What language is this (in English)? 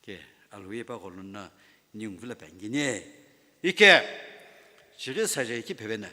Sumi Naga